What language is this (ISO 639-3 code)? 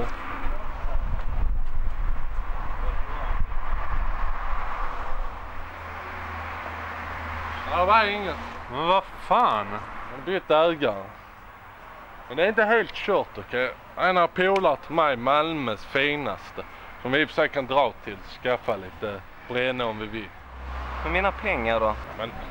swe